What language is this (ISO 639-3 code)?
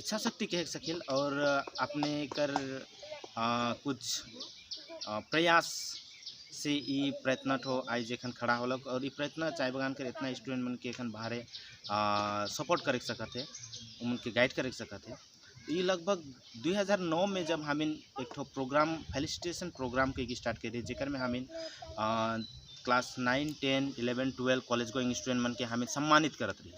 sck